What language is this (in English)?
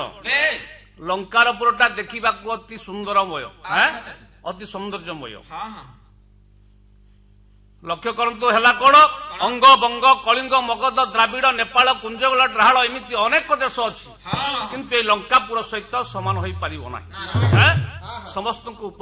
Odia